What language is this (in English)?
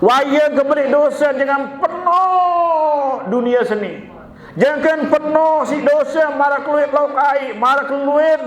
Sasak